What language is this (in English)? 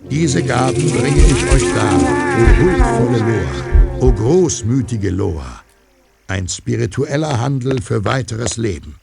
Bavarian